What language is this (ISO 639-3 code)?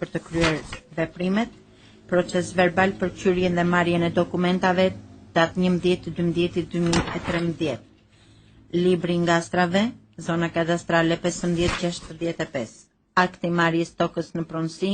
sqi